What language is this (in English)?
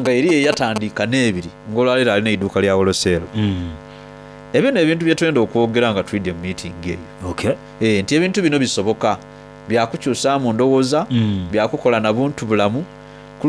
Soga